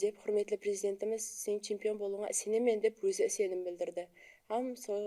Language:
Kara-Kalpak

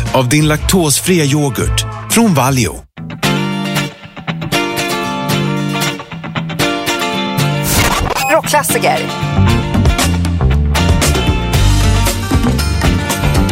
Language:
Swedish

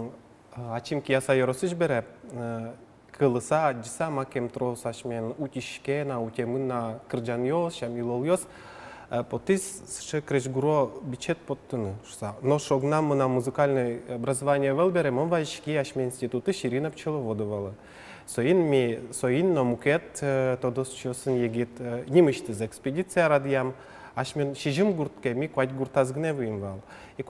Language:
Udmurt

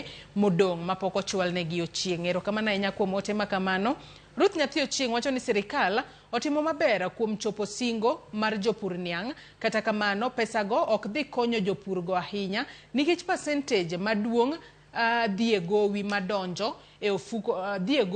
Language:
Luo (Kenya and Tanzania)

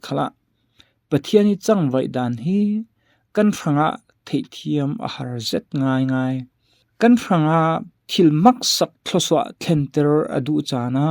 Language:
Falam Chin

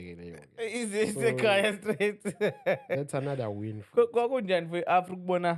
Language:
Zulu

